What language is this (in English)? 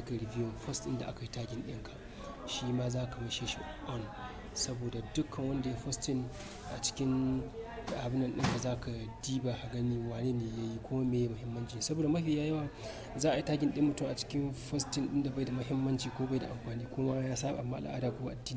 Hausa